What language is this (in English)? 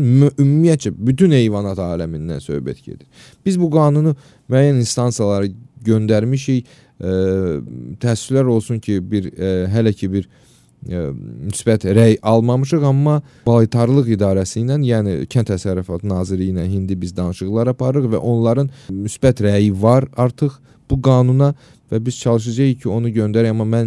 Azerbaijani